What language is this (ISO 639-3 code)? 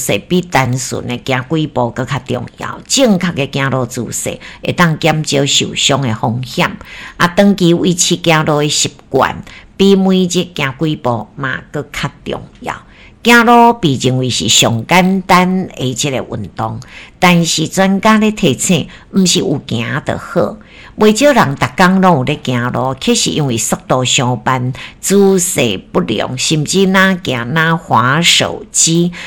nan